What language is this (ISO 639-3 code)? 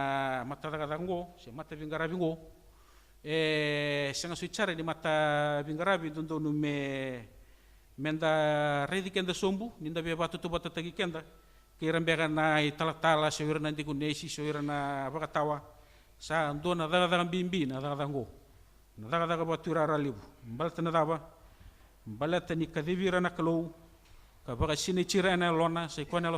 fij